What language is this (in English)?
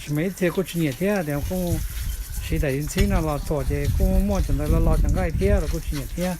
Hmong